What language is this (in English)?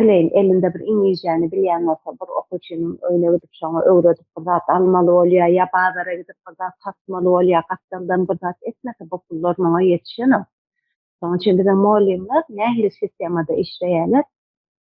Turkmen